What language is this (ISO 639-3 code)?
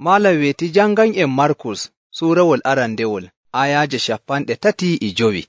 fuv